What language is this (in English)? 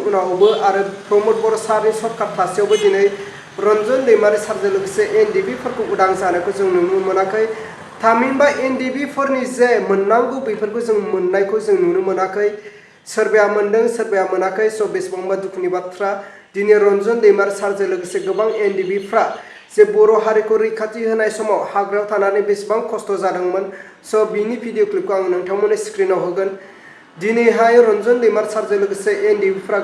Bodo